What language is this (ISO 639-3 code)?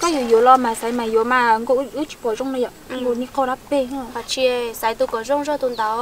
hmn